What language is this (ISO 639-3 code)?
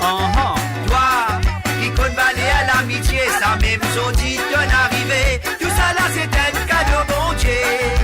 mfe